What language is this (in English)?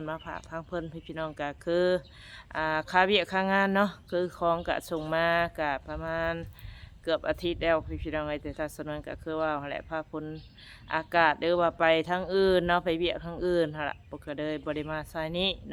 Northeastern Thai